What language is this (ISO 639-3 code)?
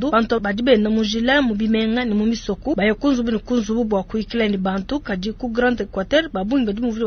lua